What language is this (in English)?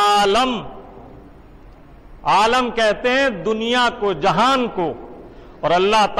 Urdu